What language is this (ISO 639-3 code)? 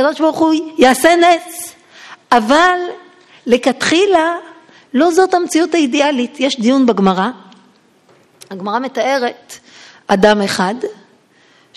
heb